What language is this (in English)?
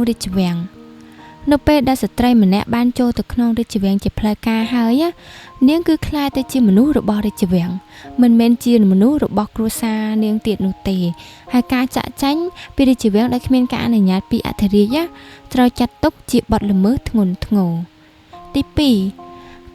Khmer